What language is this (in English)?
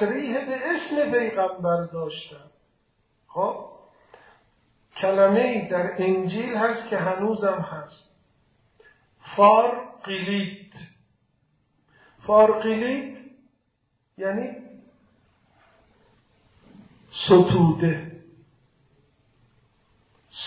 Persian